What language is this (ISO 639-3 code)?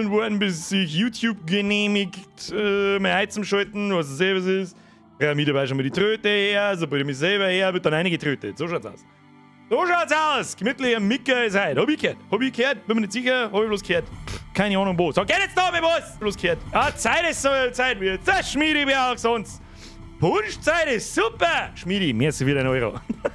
bar